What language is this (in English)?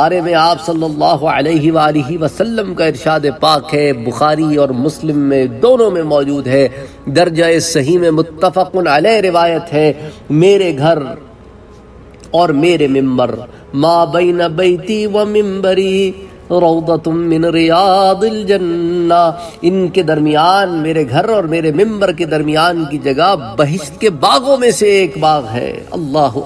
Urdu